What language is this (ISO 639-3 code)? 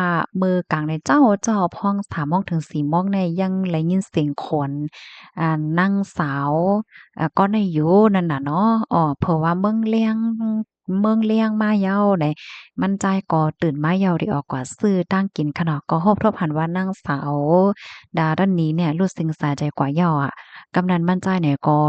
shn